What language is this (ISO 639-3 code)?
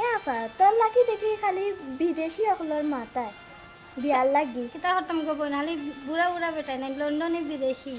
syl